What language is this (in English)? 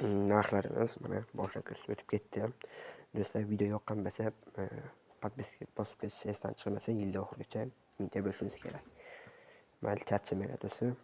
Uzbek